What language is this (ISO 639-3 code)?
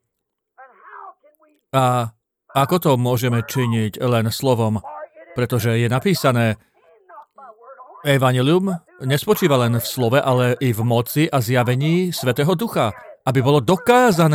slk